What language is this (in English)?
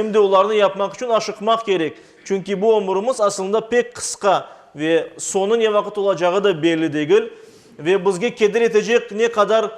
Crimean Tatar